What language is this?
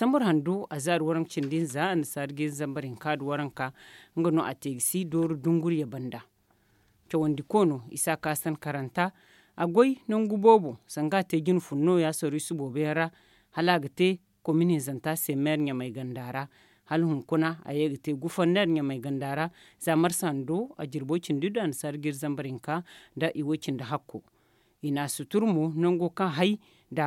Zarma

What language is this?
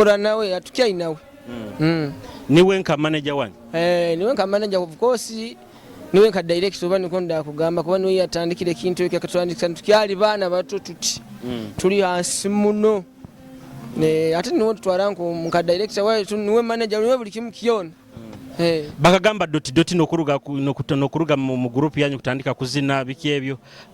Nyoro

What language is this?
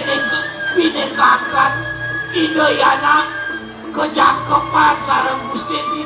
Balinese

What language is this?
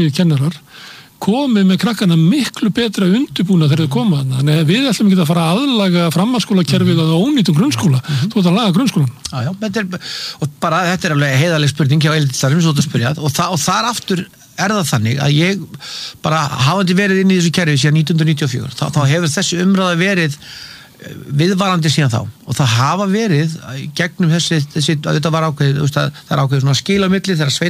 Icelandic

